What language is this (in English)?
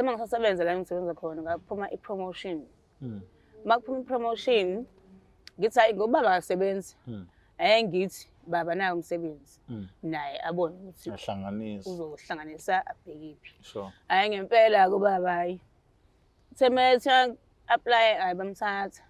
Zulu